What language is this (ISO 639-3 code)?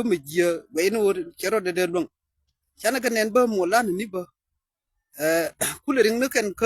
nus